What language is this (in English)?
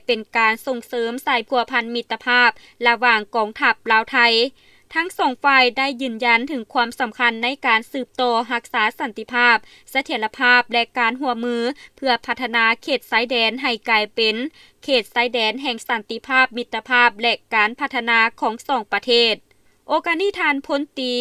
Lao